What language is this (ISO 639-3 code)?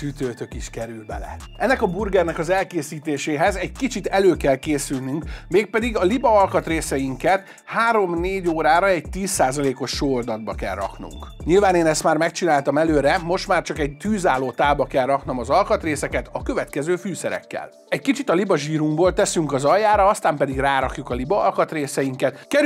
hun